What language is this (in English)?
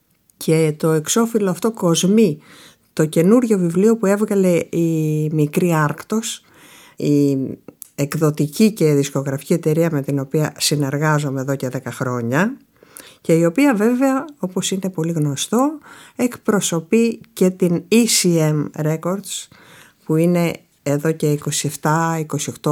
Greek